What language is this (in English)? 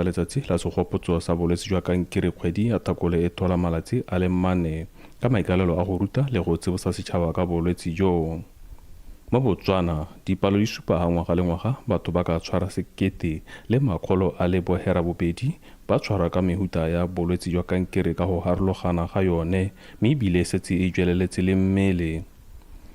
Tswana